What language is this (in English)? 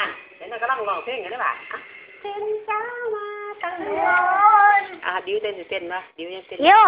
Lao